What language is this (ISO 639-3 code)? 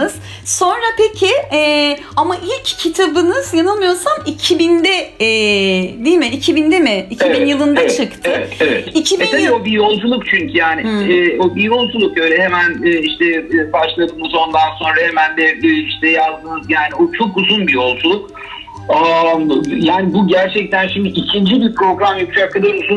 tur